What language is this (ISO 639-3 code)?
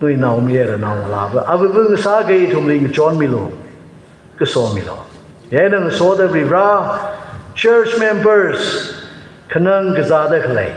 nmf